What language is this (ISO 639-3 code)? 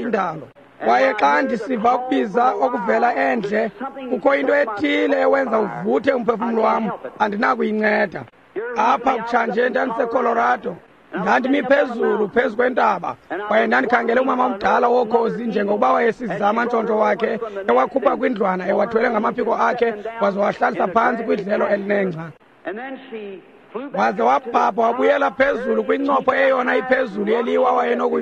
xho